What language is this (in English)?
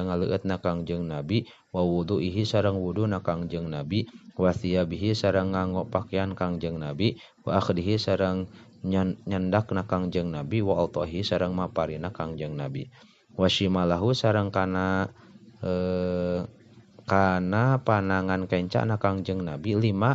Sundanese